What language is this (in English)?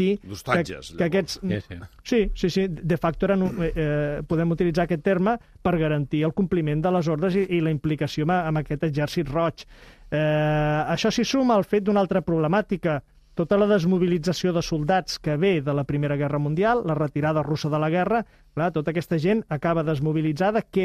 Catalan